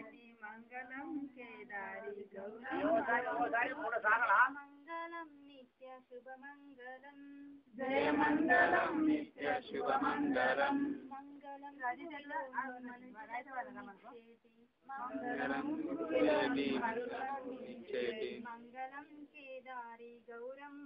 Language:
Telugu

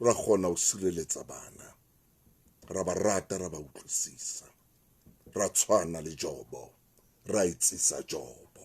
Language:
Southern Sotho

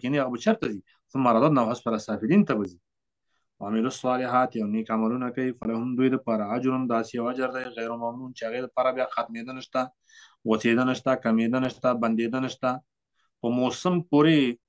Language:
Pashto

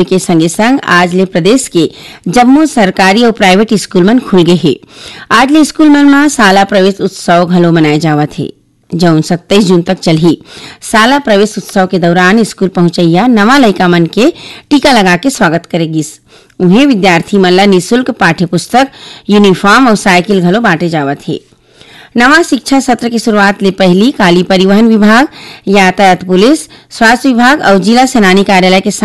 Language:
Chhattisgarhi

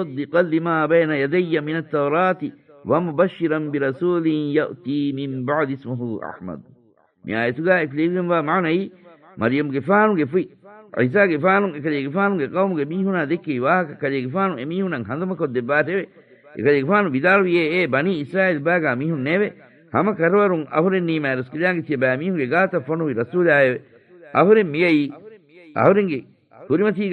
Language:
Divehi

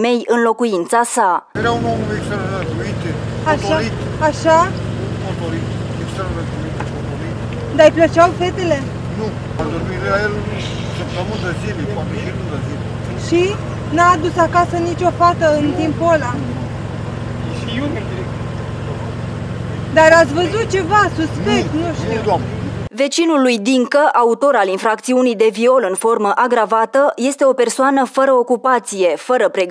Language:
Romanian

